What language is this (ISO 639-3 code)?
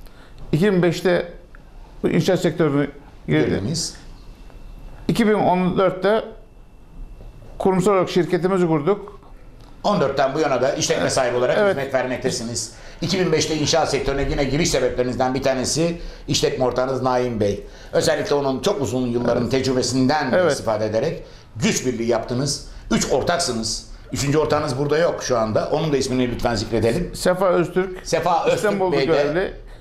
tur